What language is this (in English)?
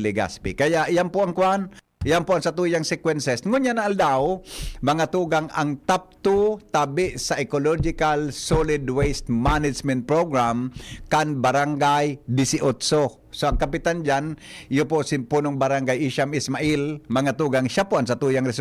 Bikol